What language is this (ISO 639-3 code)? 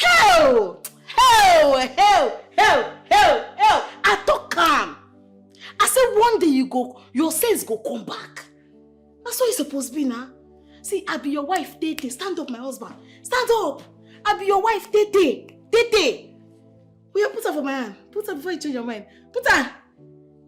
pcm